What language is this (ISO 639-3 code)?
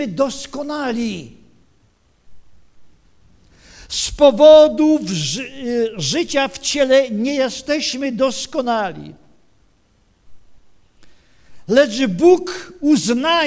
pol